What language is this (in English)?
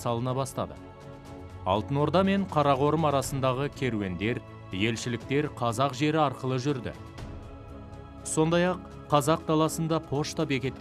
Kazakh